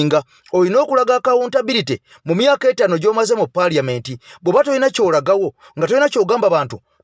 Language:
Ganda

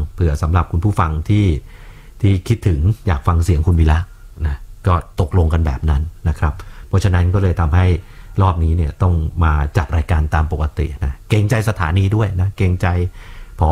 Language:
Thai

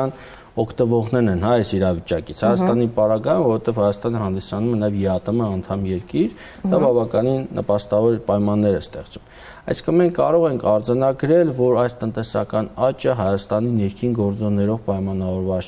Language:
Armenian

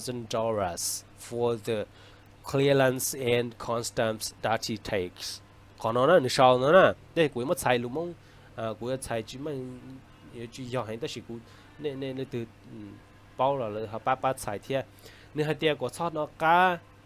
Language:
Hmong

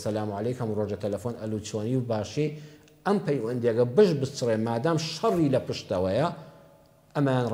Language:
Central Kurdish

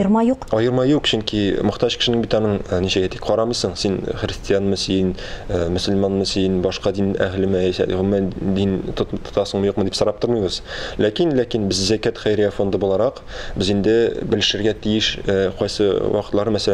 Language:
Tatar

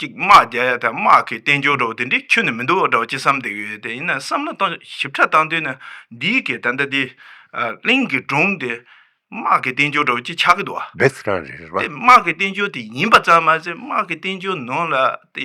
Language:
Tibetan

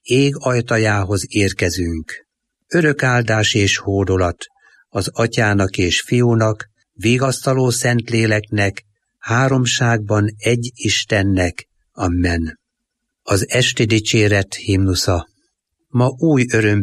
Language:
Hungarian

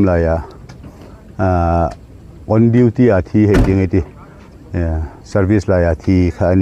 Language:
Hmar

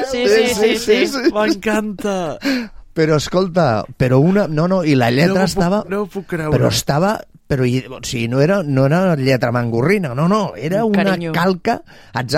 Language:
Catalan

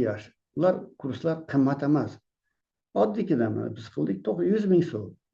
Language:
Uzbek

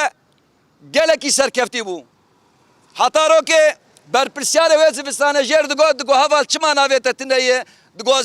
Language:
Kurdish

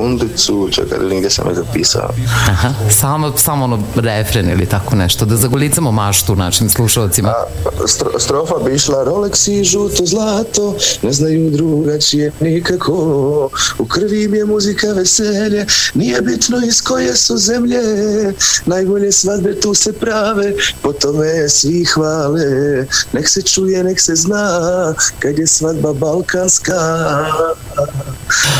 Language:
Serbian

